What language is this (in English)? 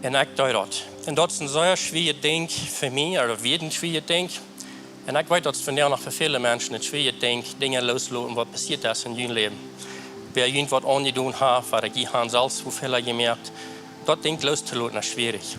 Plautdietsch